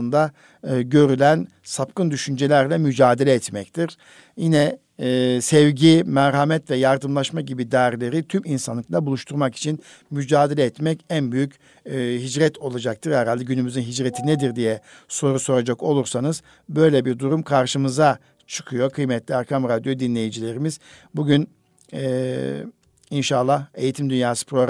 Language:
Turkish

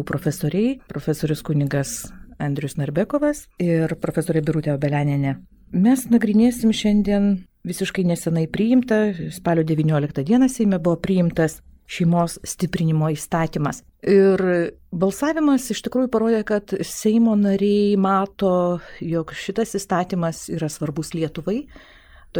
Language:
Lithuanian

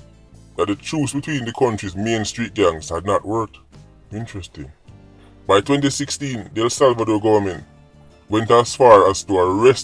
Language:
Jamaican Creole English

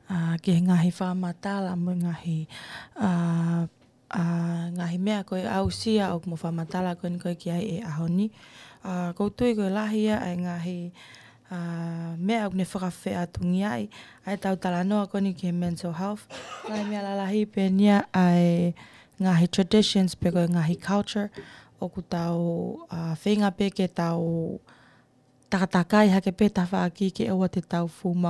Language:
Tongan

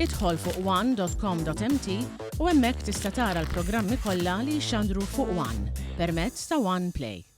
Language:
Maltese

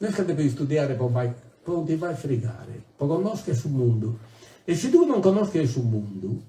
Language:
Sardinian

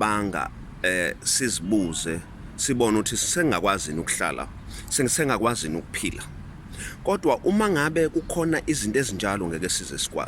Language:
Zulu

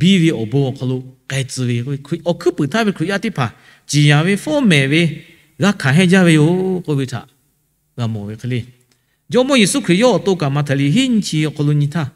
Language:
Lahu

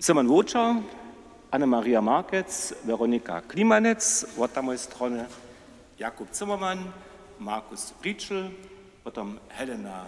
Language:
Upper Sorbian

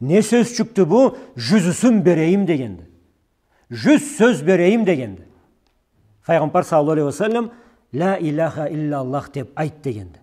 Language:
Karachay-Balkar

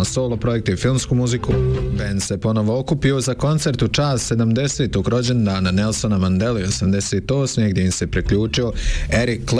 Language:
Bosnian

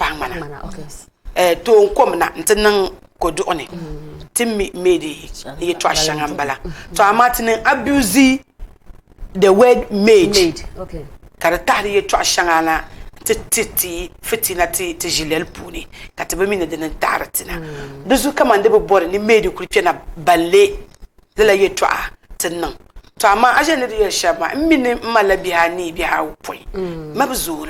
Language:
Dagbani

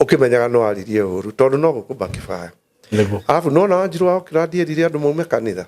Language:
Kikuyu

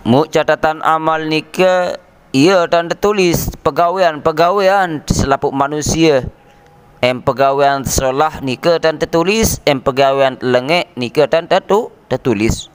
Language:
Sasak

